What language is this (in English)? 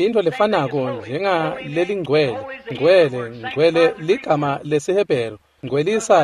Swati